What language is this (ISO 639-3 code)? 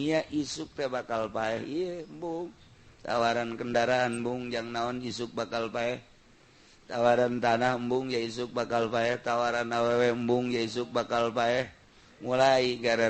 sun